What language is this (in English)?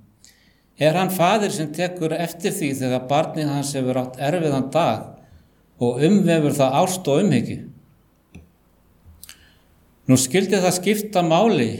Icelandic